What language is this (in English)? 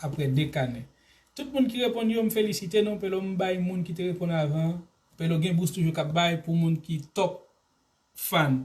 Haitian Creole